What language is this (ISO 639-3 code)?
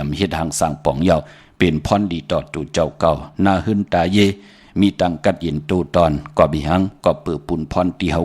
shn